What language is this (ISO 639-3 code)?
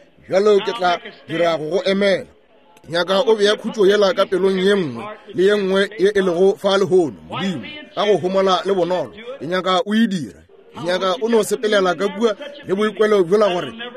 nso